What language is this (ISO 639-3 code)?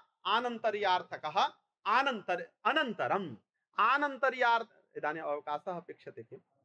san